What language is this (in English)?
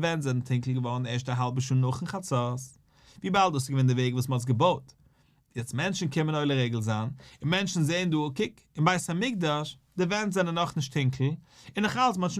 Yiddish